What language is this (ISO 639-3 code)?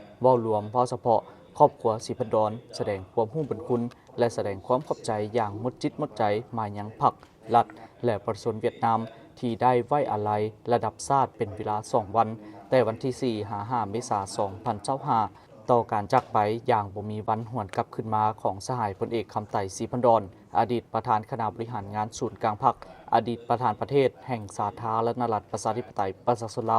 lao